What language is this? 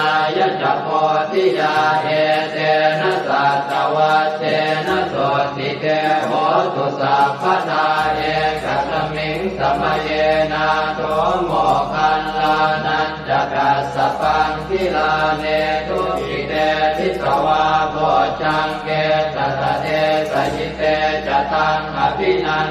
Pali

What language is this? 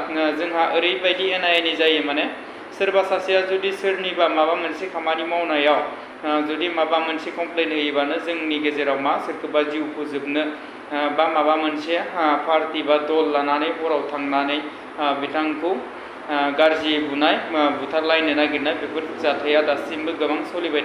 Bodo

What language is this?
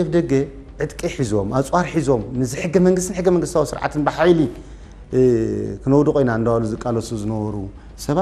Tigrinya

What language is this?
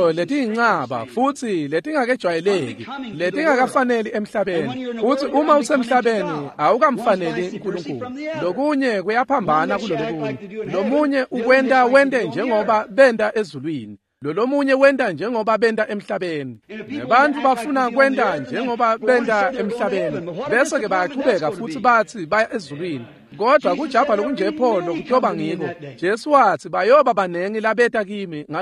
Swati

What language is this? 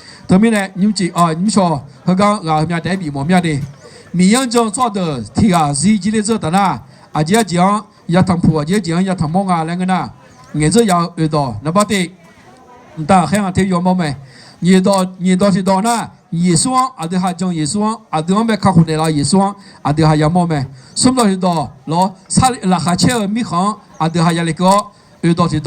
Akha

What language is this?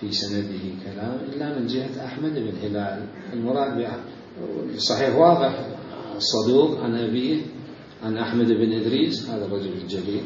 Mesopotamian Arabic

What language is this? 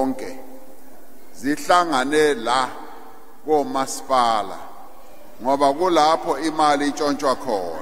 Zulu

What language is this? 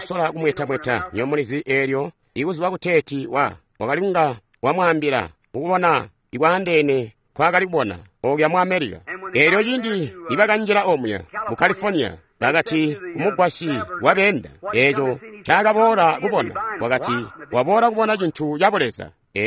Tonga (Zambia)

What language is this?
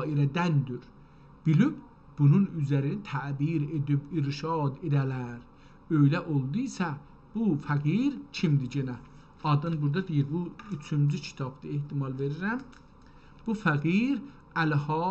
South Azerbaijani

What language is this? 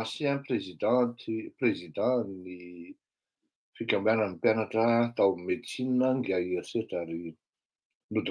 Malagasy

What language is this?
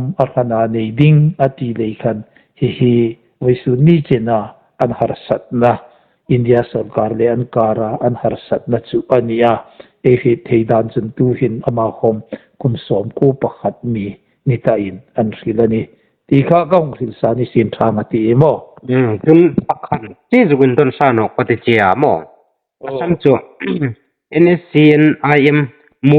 Hmar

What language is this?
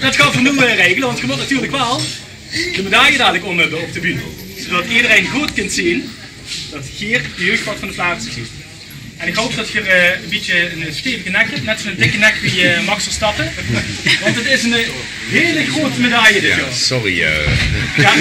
Limburgish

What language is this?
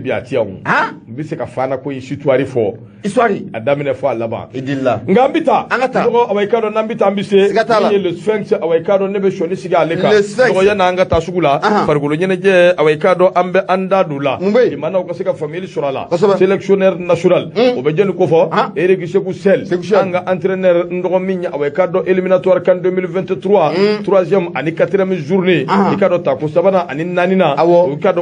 Bambara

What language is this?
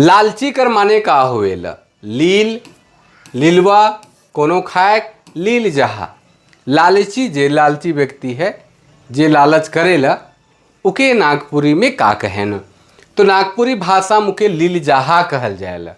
Sadri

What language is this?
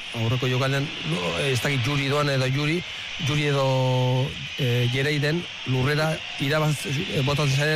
Basque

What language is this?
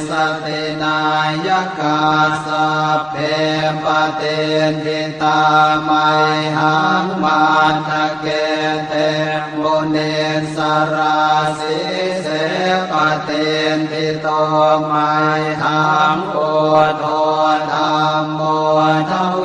Pali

